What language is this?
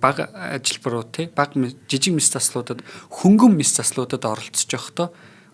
Mongolian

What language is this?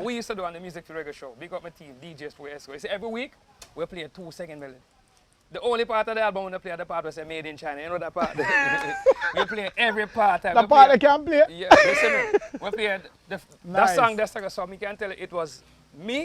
Jamaican Creole English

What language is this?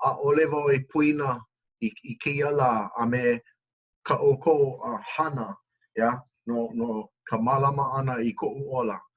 Hawaiian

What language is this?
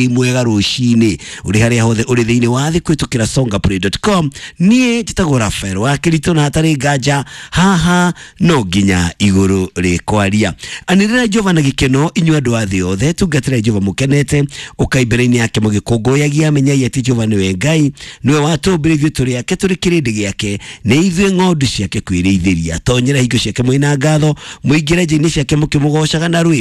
Kikuyu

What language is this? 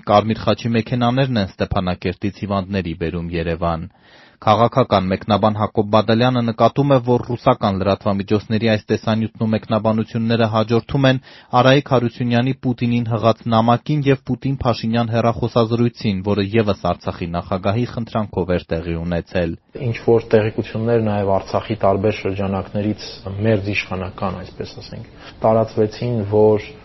Armenian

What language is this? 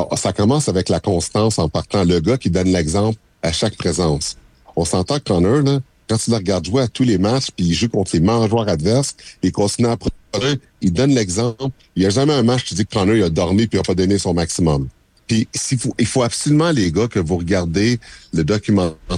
French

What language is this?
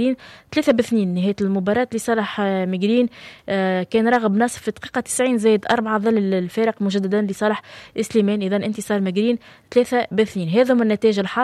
Tunisian Arabic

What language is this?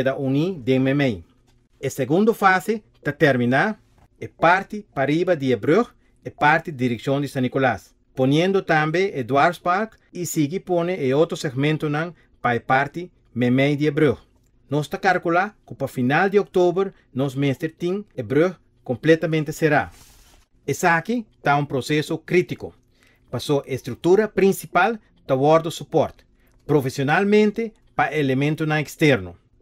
Papiamento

